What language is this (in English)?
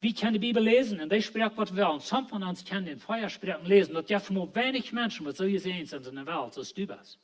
Plautdietsch